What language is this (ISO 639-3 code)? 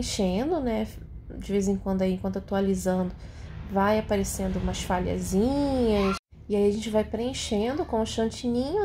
por